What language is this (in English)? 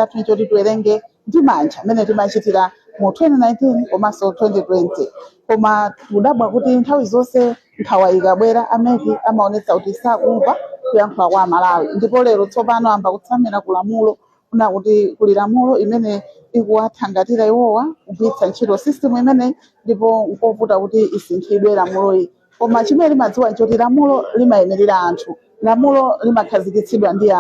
Nyanja